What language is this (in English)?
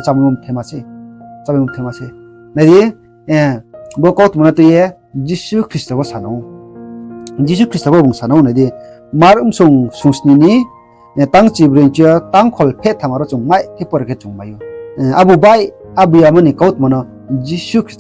Riang (India)